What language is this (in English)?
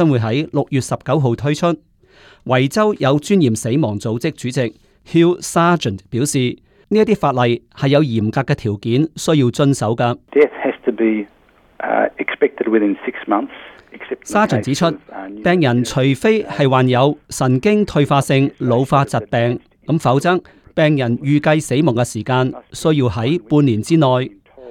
Cantonese